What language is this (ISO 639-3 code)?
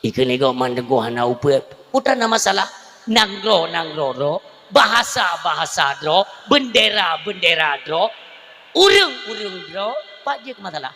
ace